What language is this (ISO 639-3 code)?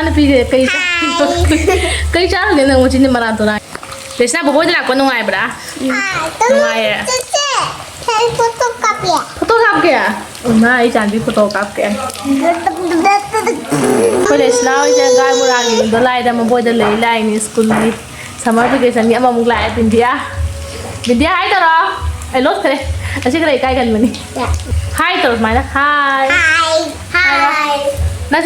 mni